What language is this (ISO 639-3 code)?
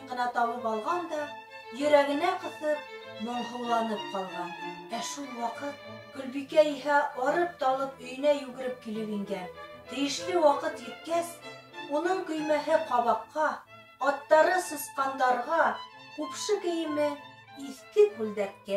bak